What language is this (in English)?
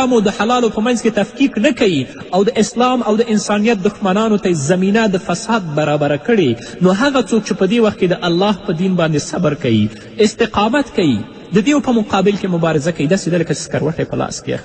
Pashto